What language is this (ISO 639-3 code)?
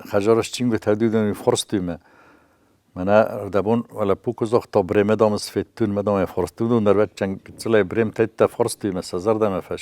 oss